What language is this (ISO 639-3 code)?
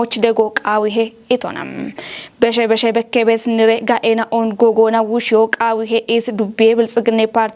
kbr